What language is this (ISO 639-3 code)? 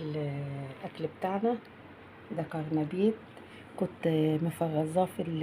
arz